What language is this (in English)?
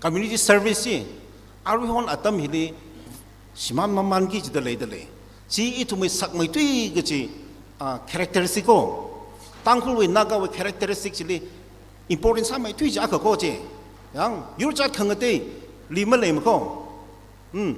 Tangkhul Naga (India)